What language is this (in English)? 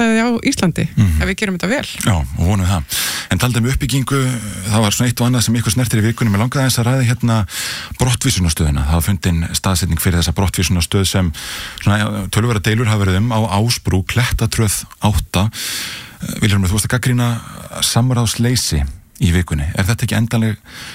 Icelandic